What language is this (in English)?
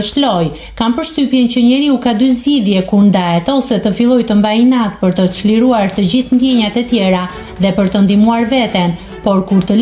Albanian